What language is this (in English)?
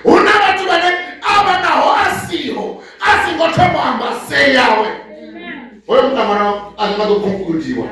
Venda